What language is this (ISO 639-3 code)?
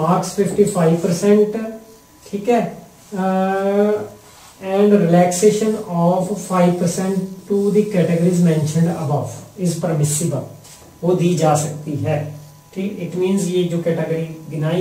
hin